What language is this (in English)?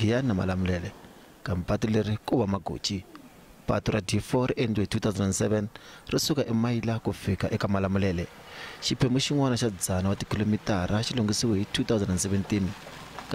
Tsonga